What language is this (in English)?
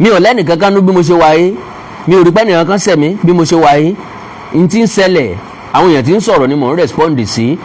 Yoruba